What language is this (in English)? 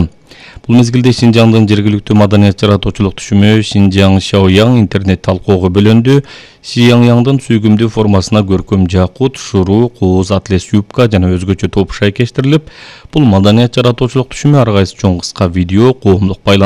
Kyrgyz